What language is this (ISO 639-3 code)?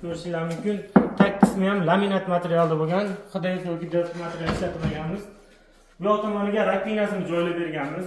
uzb